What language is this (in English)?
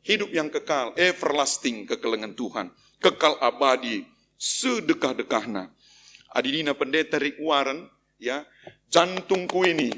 Batak Karo